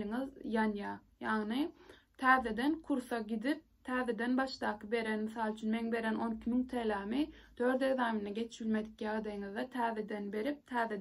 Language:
Turkmen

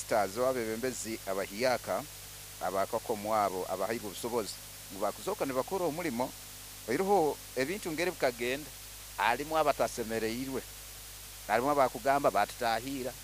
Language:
Nyankole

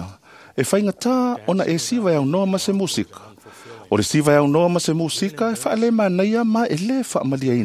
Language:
Samoan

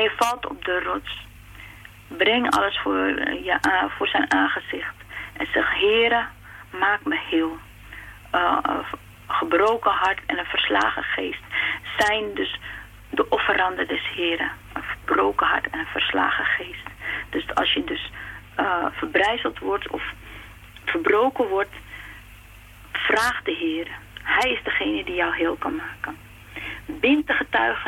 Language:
Dutch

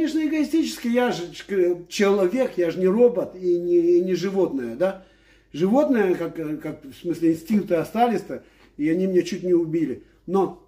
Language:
Russian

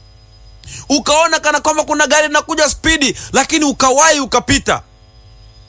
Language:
Swahili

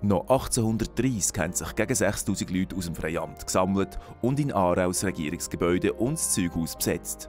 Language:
Swiss German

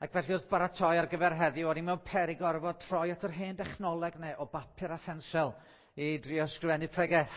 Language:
Welsh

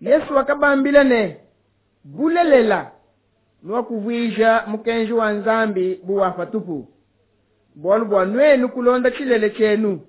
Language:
Luba-Lulua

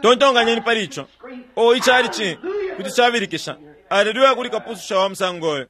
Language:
Bemba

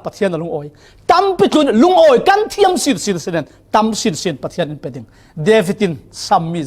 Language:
Falam Chin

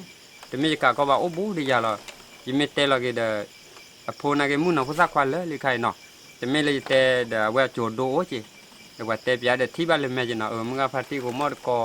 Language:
S'gaw Karen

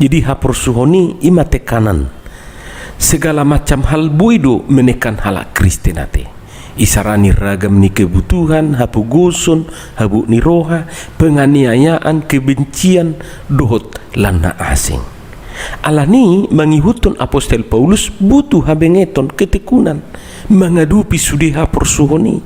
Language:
Batak Toba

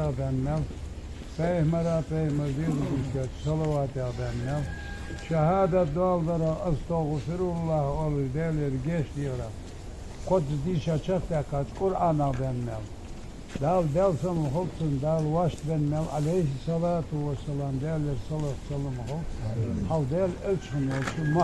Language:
Ingush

